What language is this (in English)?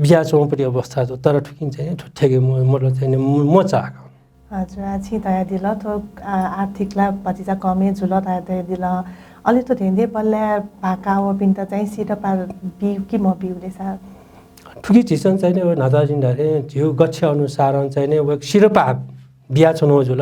Newari